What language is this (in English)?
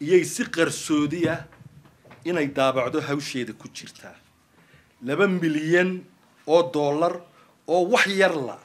Somali